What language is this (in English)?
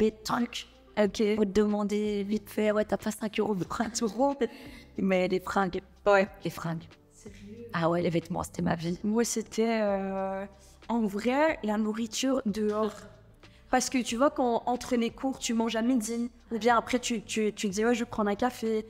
French